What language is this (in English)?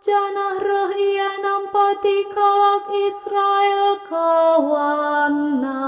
Batak Karo